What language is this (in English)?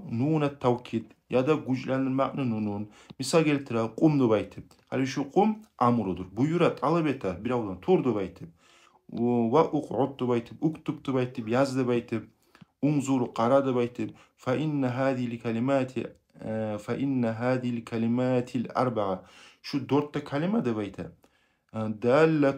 Kumyk